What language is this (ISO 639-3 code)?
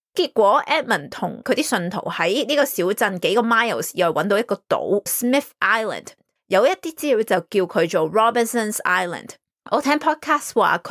yue